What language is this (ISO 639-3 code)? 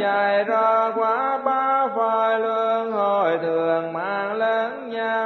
vie